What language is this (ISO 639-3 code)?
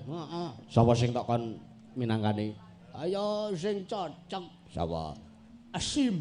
jav